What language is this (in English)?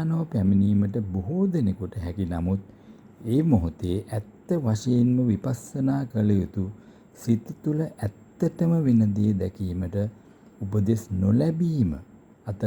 Sinhala